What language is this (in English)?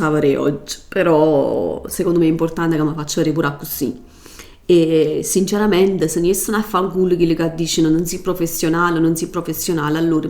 Neapolitan